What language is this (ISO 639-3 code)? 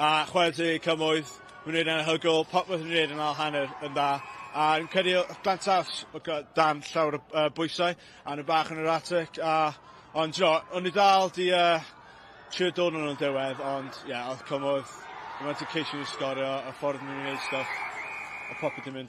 cym